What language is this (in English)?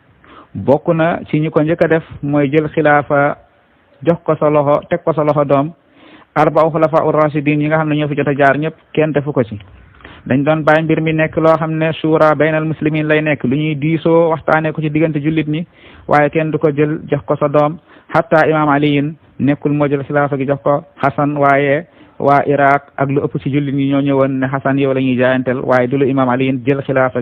Wolof